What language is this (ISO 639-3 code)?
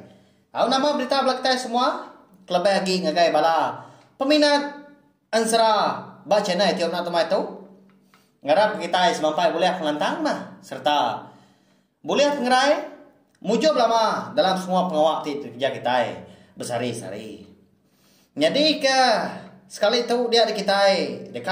iba